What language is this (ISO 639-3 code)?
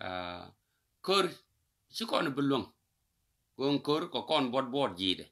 nus